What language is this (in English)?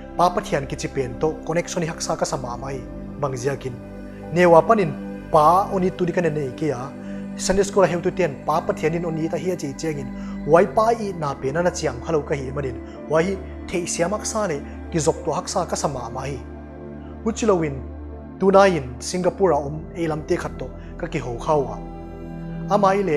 Paite Chin